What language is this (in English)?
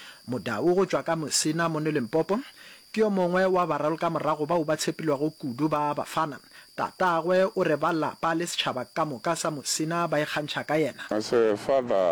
Northern Sotho